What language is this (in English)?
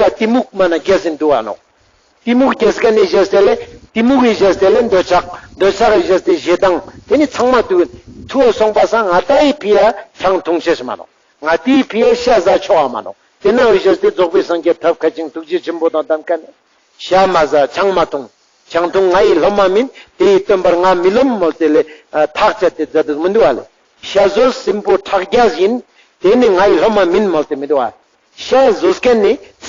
Ladakhi